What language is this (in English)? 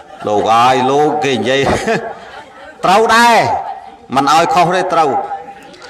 Khmer